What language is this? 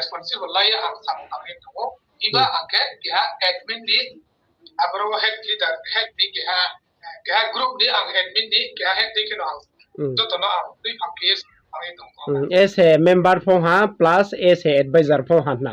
Riang (India)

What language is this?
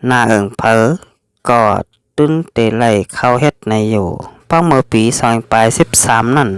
Shan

